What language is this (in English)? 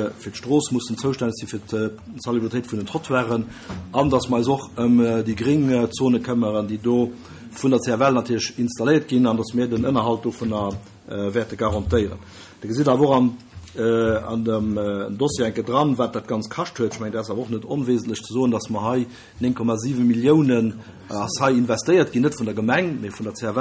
Luxembourgish